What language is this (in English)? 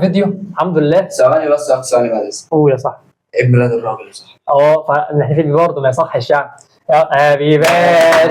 Egyptian Arabic